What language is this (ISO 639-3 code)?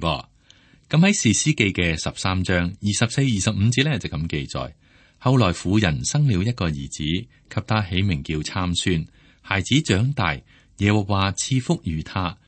yue